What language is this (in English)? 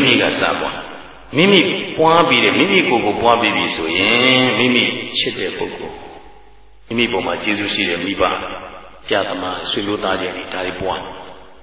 Burmese